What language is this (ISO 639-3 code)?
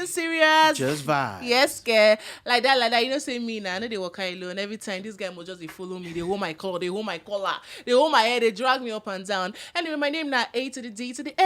pcm